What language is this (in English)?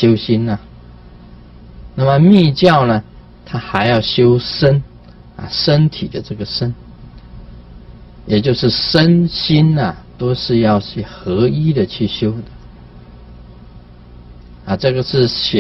Chinese